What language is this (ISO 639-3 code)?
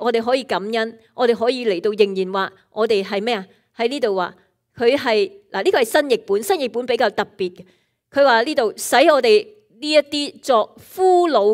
yue